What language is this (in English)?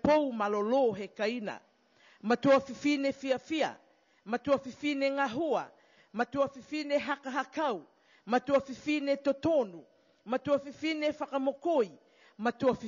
Niuean